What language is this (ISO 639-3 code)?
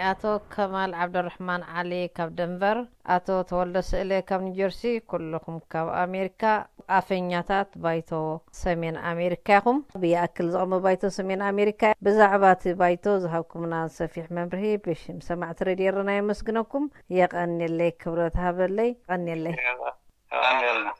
tir